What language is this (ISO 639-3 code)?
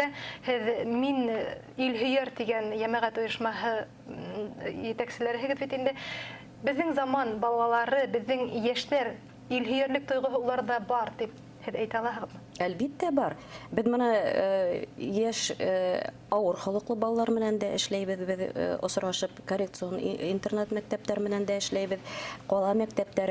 bak